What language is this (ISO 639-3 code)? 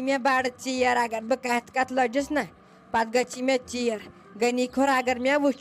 kas